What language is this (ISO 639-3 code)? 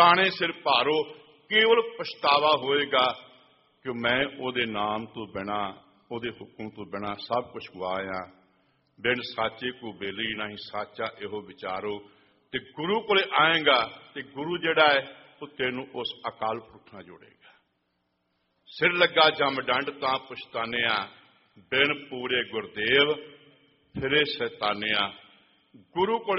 pan